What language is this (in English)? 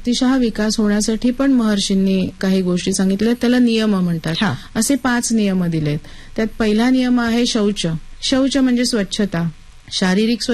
Marathi